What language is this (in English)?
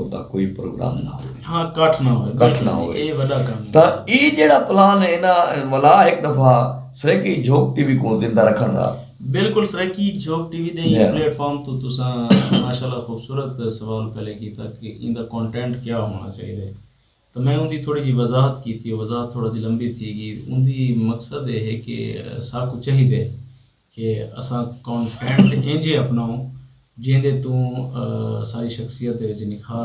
Saraiki